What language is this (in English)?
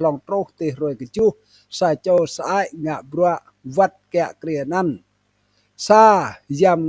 Rade